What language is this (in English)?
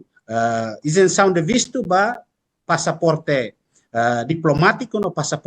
Tetum